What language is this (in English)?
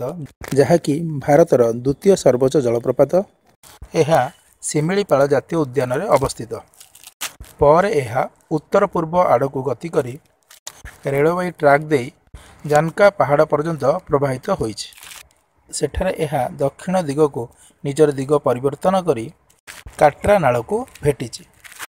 Odia